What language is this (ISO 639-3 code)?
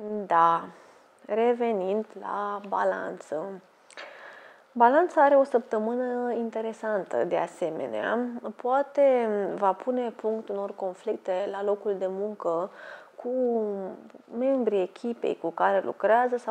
ron